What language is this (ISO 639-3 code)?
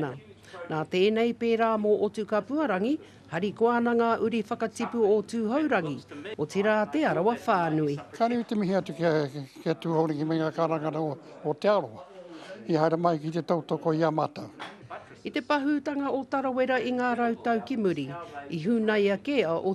mri